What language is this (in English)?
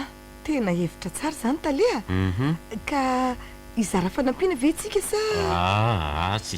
Malagasy